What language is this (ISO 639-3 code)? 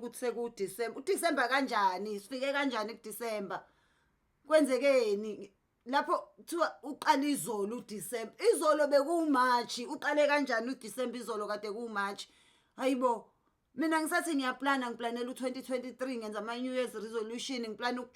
zul